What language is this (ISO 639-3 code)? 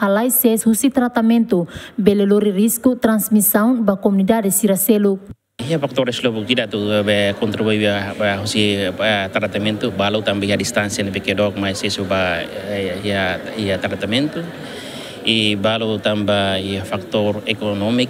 tet